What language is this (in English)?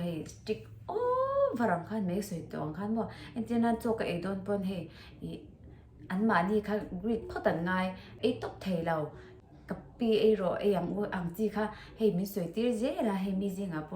Mizo